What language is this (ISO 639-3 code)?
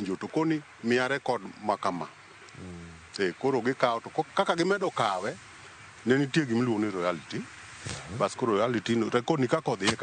luo